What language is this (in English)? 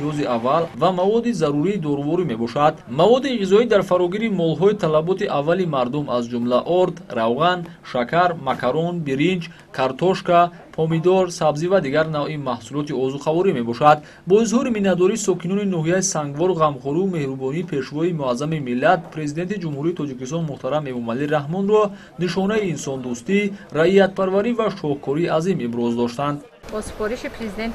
Tajik